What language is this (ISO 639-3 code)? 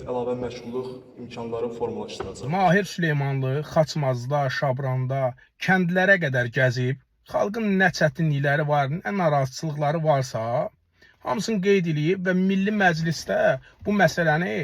aze